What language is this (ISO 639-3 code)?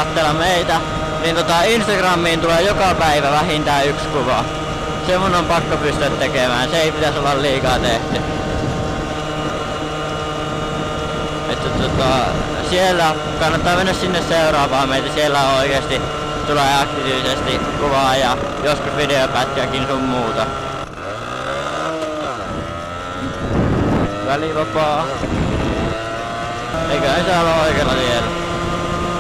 fin